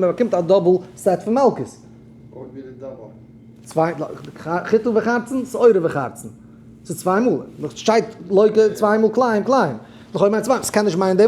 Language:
Yiddish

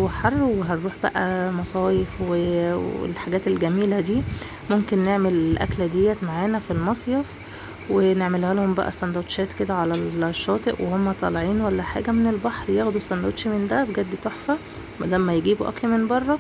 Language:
Egyptian Arabic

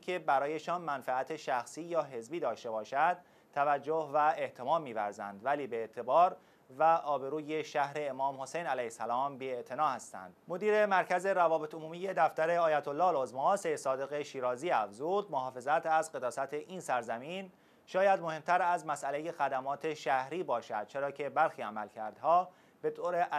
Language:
Persian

